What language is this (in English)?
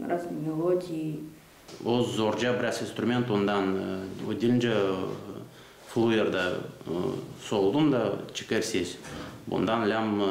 Gagauz